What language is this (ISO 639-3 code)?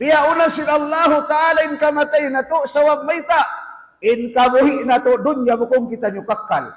tsg